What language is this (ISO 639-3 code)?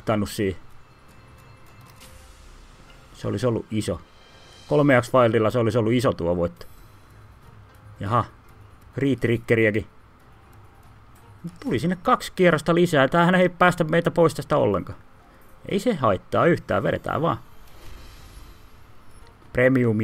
fin